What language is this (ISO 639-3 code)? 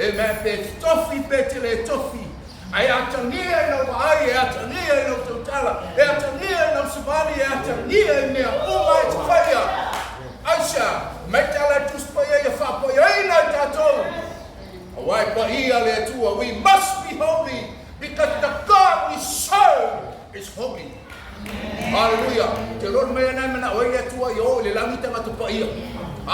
smo